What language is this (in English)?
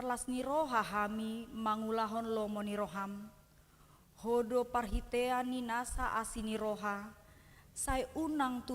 Batak Toba